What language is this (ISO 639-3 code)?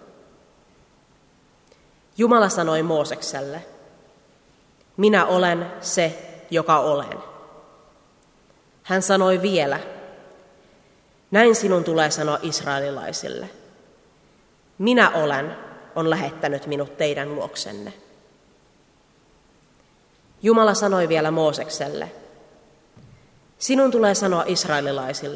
fin